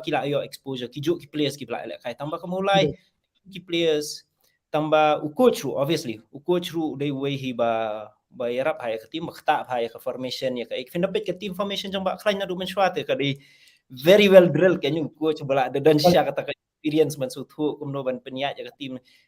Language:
Khasi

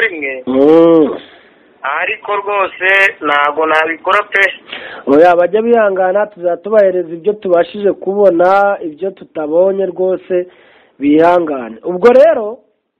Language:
Kinyarwanda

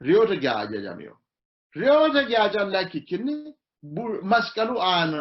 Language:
Sidamo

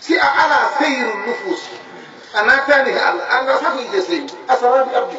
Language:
Fula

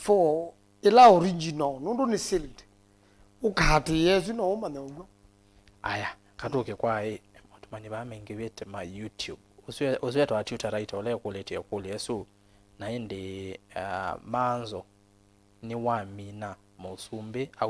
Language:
Kamba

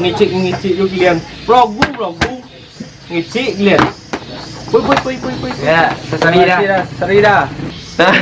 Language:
Minangkabau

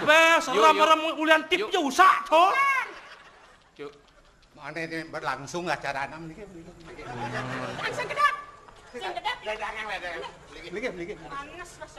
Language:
Balinese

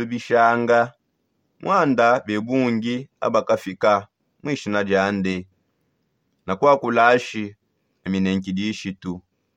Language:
Songe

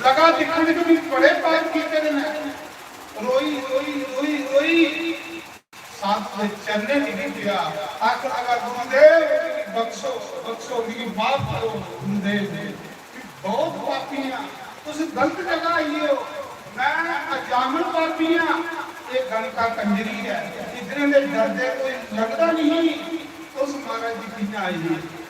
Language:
Dogri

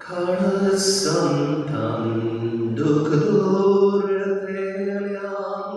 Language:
Konkani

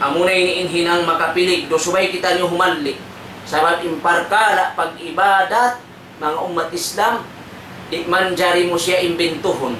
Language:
Tausug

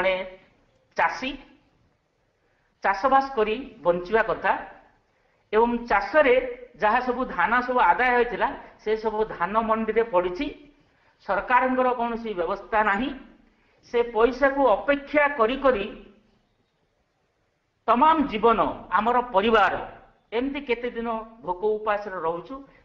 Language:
Odia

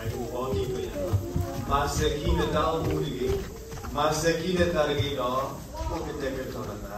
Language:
S'gaw Karen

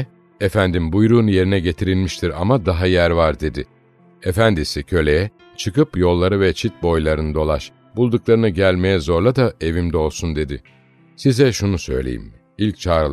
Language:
Turkish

